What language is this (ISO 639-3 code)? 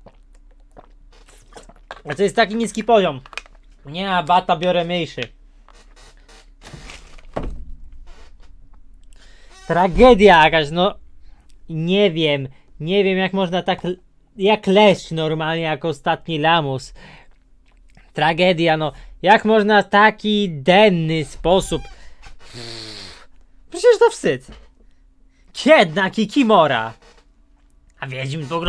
pol